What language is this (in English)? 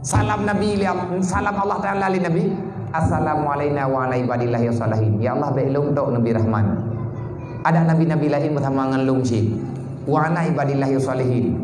Achinese